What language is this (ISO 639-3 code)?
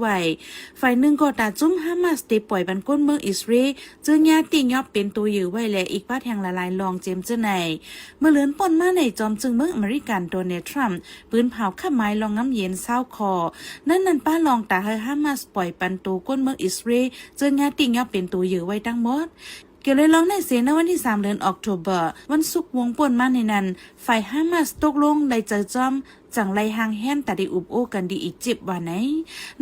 shn